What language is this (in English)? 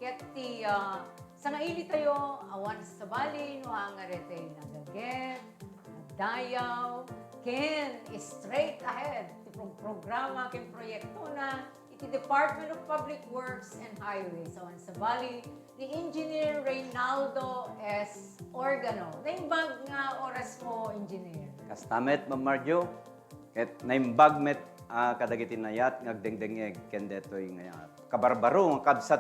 Iloko